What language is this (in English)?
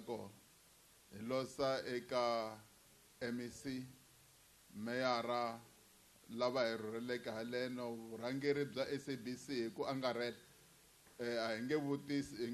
Tsonga